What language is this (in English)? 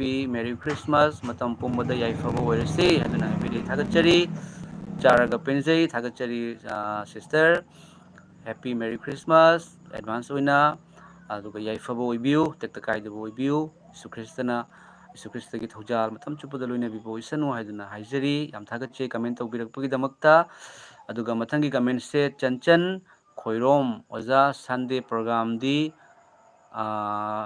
Manipuri